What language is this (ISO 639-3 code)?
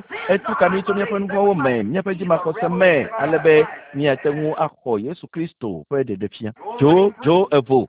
ewe